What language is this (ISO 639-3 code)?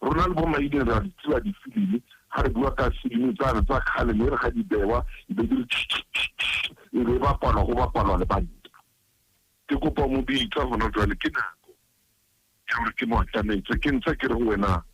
sot